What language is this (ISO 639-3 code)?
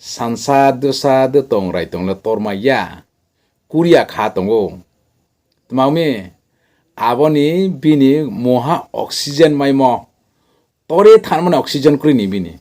ria